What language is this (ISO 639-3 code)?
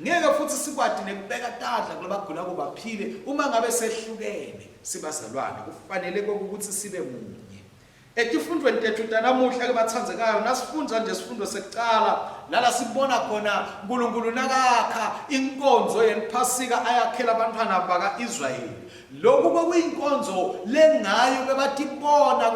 ssw